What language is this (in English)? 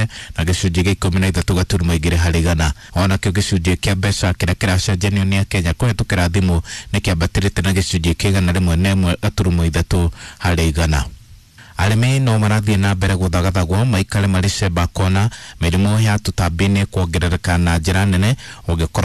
Kikuyu